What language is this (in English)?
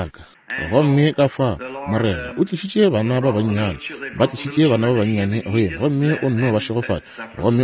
Northern Sotho